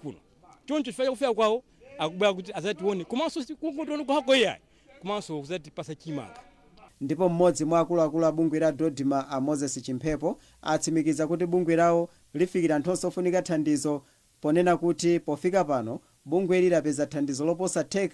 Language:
Nyanja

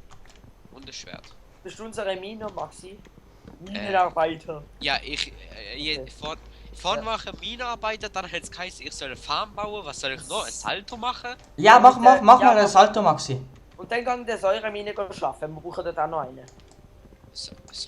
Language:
Swiss German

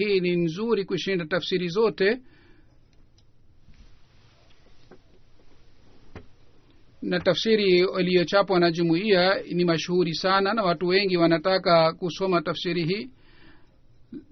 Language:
Swahili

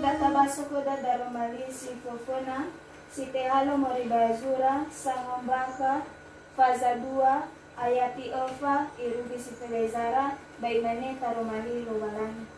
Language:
Nias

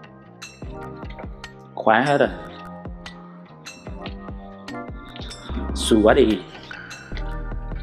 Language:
Vietnamese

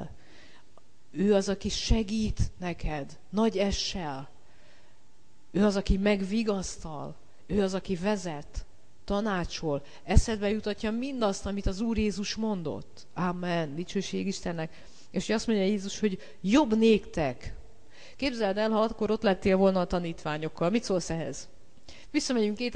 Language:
Hungarian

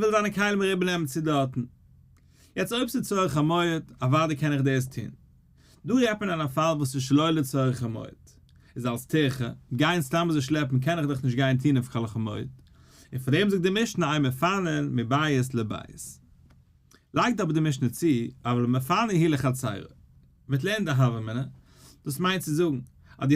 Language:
Yiddish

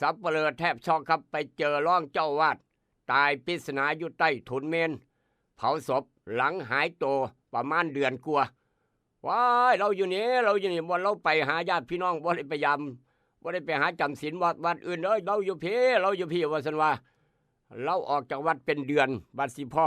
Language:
Northeastern Thai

